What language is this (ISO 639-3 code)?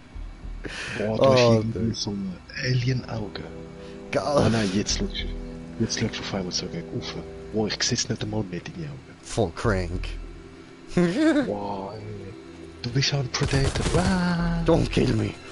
gsw